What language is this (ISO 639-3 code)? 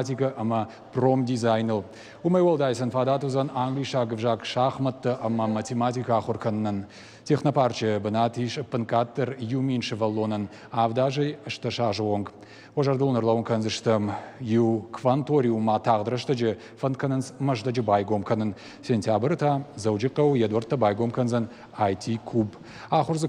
oss